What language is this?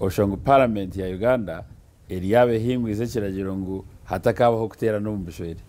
Nyankole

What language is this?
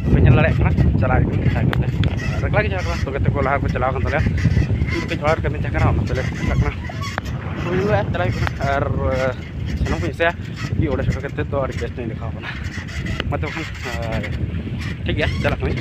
Santali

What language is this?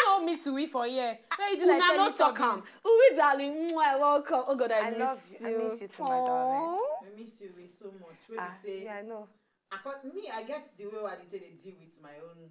Nigerian Pidgin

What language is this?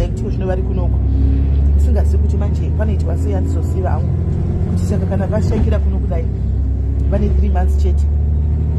Shona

